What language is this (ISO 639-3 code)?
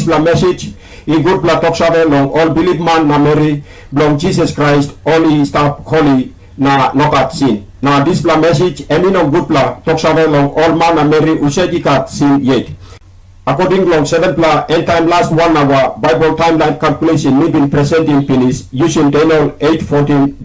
tpi